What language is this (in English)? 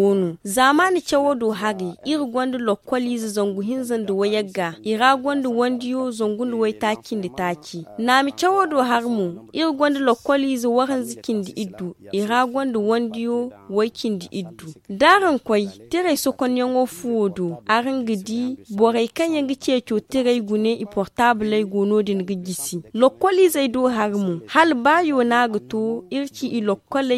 Zarma